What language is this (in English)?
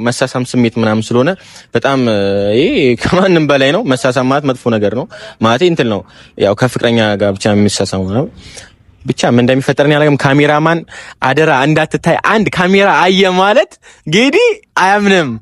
Amharic